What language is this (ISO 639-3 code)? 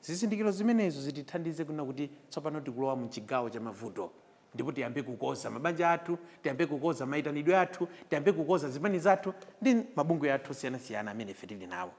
nya